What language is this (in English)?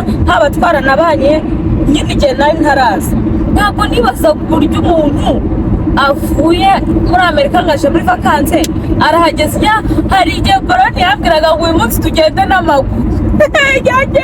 Kinyarwanda